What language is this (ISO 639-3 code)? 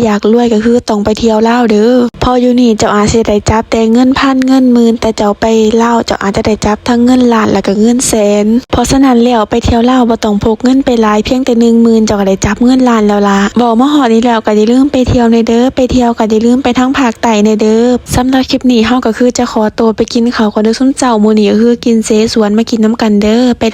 lao